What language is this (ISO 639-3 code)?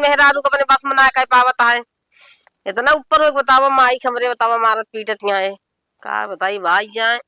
awa